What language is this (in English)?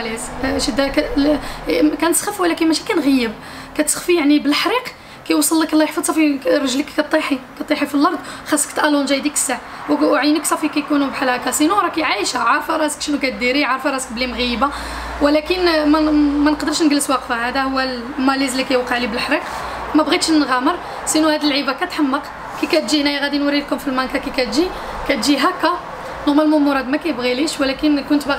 Moroccan Arabic